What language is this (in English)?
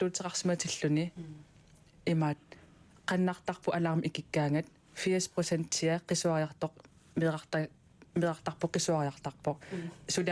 Kalaallisut